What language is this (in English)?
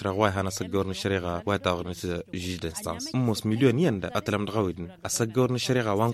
Tamasheq